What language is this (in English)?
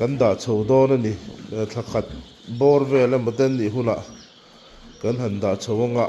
Mizo